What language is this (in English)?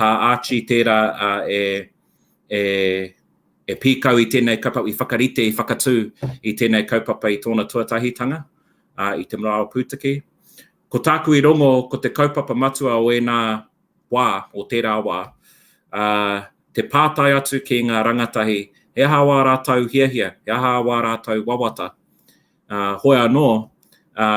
Māori